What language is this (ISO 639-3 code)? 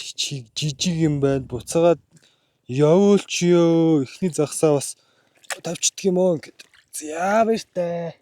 mon